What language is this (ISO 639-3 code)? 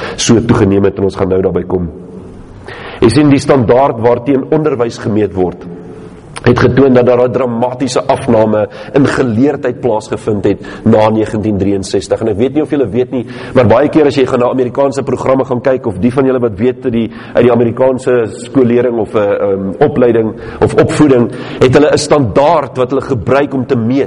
afr